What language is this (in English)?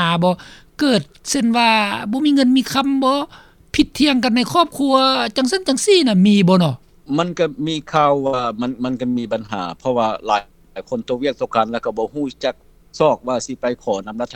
Lao